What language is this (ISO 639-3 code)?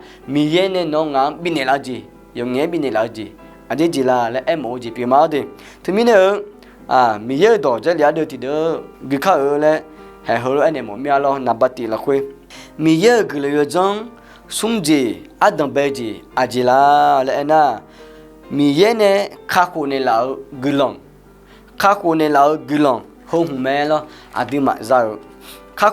ahk